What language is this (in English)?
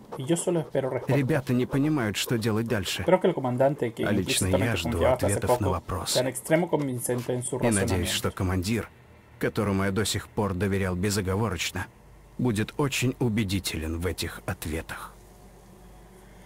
Spanish